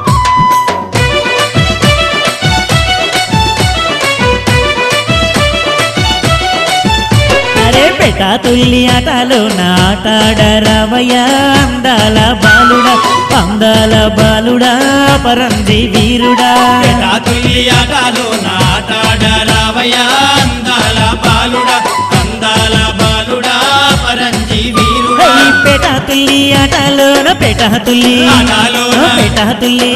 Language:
Telugu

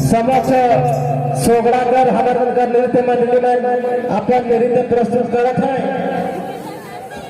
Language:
Sadri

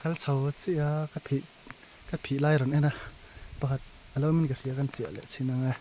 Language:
Mizo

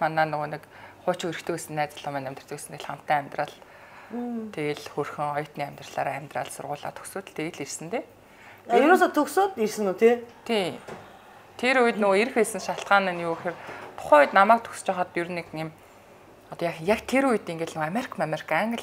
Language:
Mongolian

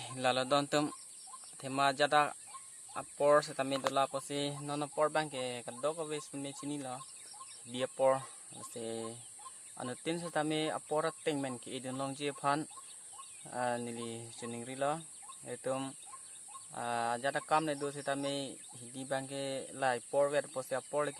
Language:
Karbi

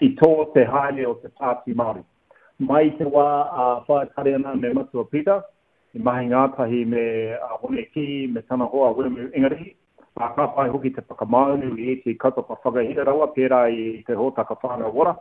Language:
Māori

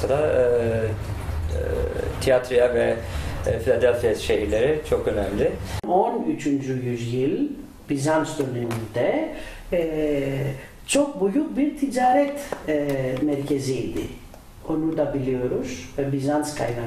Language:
Turkish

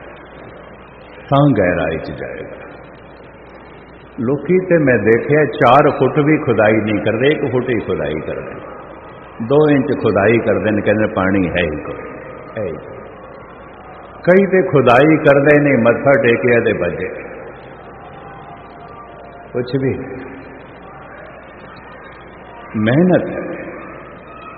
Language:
Punjabi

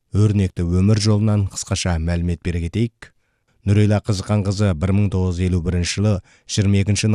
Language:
Kazakh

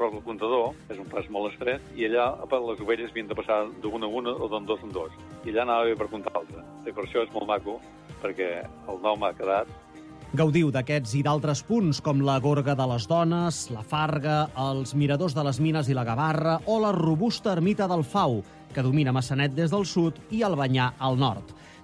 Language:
Catalan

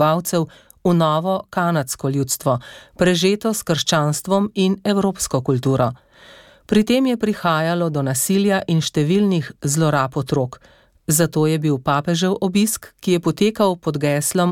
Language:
Slovenian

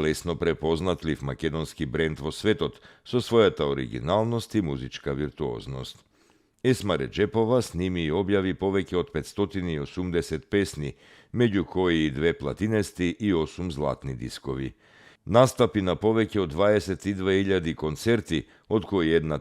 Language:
Macedonian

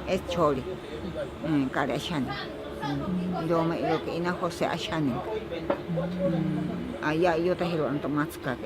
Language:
Ashéninka Perené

